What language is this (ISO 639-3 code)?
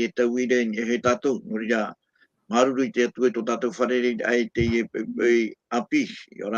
tah